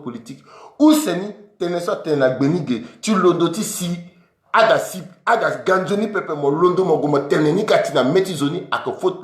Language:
Sango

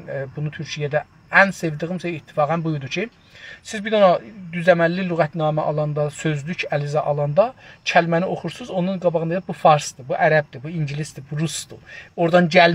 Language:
South Azerbaijani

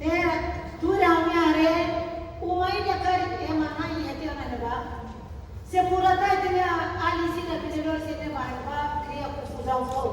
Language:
Tetum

